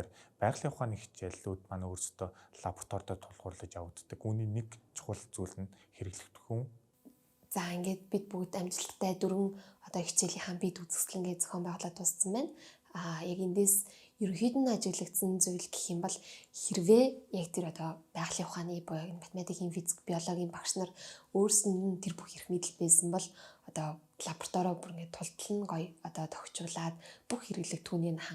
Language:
Mongolian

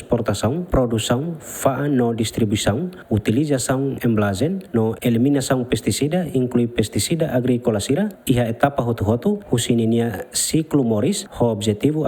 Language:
Tetum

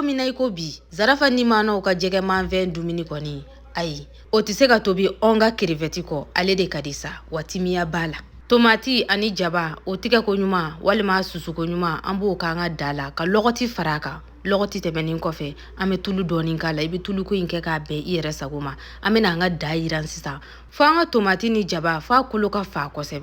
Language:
Bambara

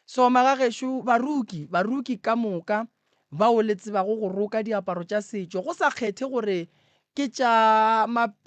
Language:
Northern Sotho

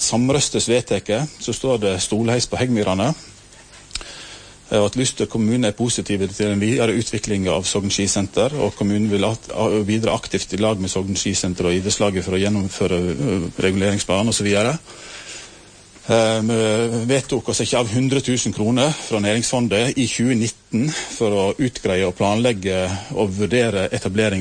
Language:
Norwegian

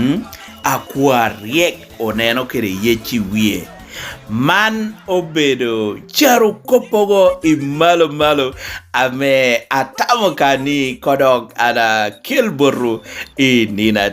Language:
Lango (Uganda)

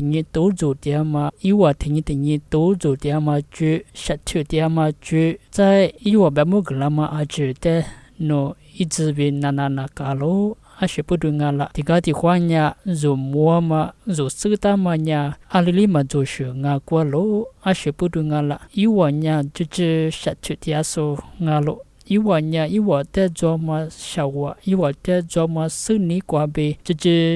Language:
Lisu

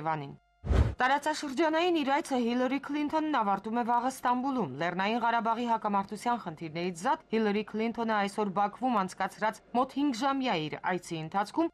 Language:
Armenian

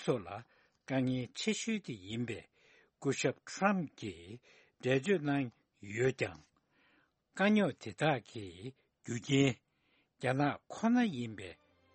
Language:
Tibetan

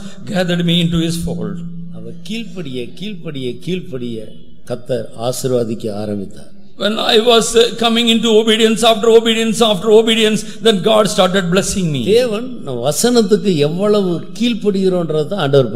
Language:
Tamil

